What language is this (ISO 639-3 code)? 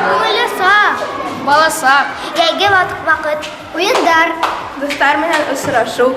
bak